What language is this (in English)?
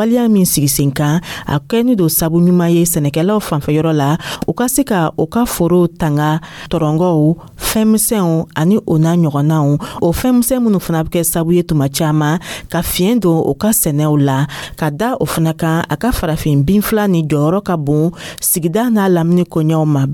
Dyula